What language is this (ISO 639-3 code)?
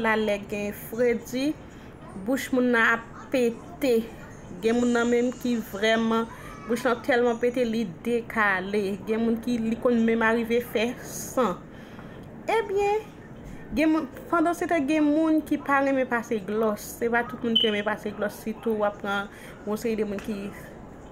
hat